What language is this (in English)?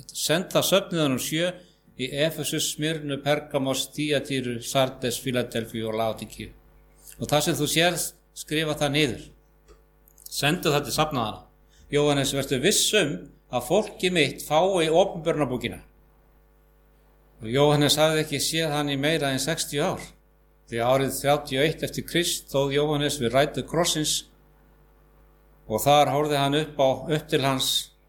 Icelandic